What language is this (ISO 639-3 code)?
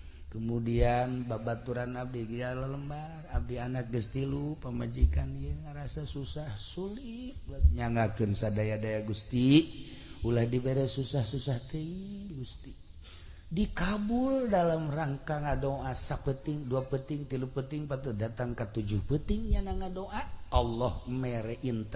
sun